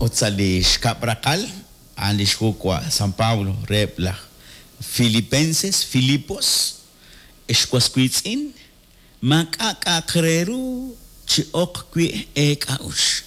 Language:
Kekchí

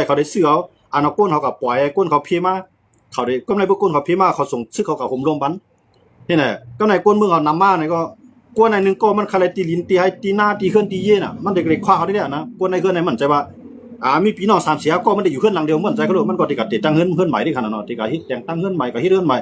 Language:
Shan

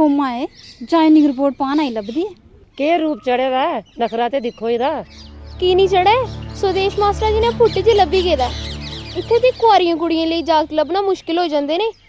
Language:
Dogri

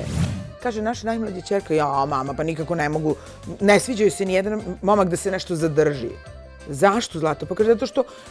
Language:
Serbian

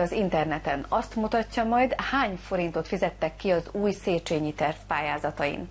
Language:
Hungarian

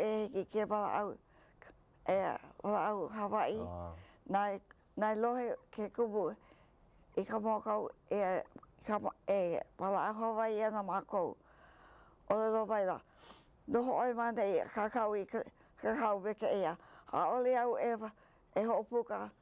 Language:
Hawaiian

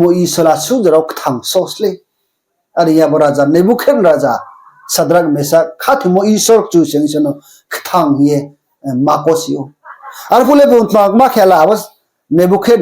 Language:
Riang (India)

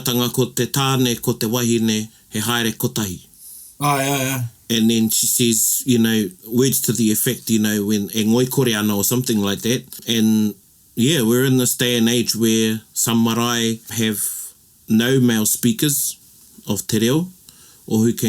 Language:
Māori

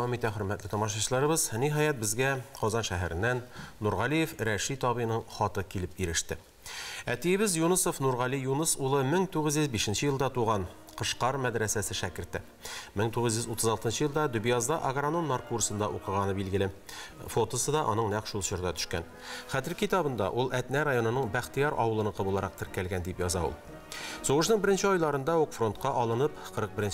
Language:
Tatar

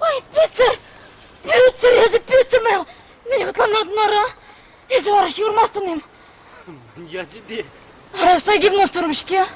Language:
Chuvash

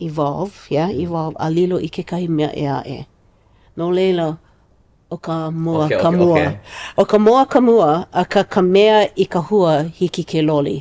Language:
Hawaiian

